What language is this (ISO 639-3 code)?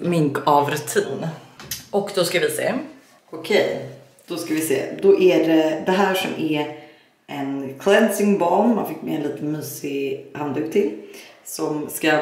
swe